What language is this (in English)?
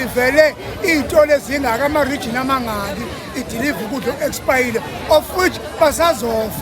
Zulu